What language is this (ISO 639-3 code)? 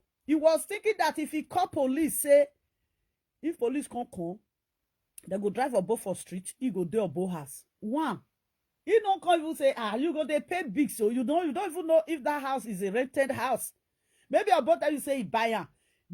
pcm